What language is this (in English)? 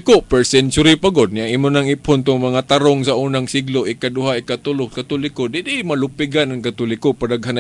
Cebuano